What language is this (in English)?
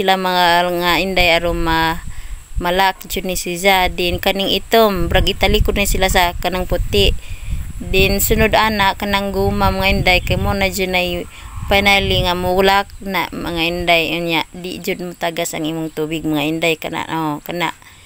Cebuano